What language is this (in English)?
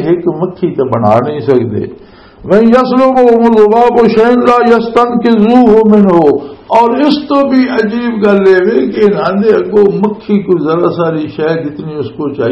Western Panjabi